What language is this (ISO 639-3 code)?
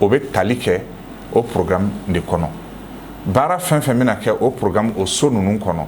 bam